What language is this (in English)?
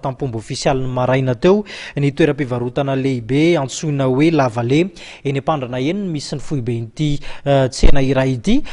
Malagasy